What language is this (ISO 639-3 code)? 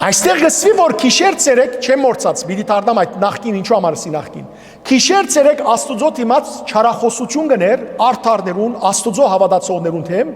hyw